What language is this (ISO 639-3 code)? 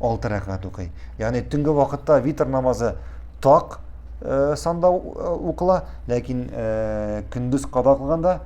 tat